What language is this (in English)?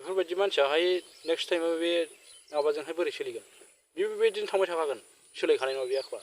Bodo